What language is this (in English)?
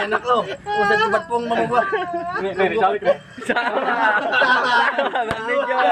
Betawi